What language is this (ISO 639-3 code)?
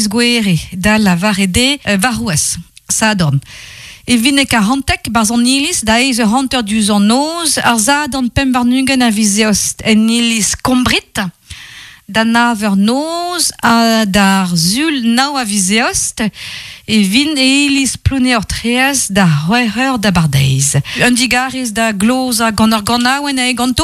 bre